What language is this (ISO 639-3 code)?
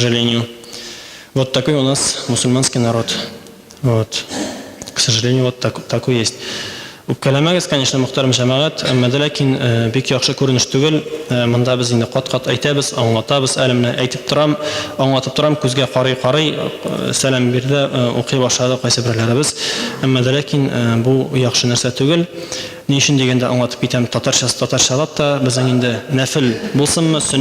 tat